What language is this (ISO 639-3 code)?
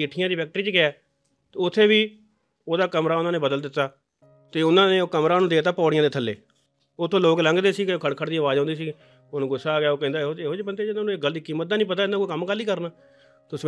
pan